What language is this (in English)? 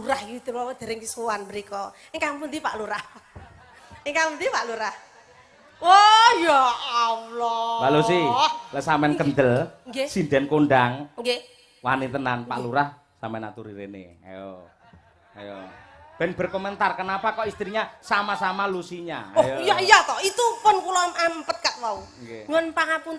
Javanese